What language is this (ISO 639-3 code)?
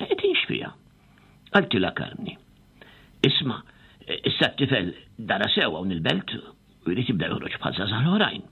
mlt